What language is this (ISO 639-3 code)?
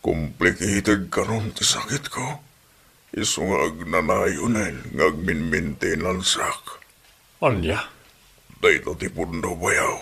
ilo